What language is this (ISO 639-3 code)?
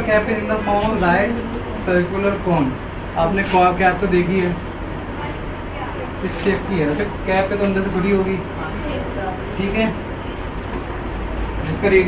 hin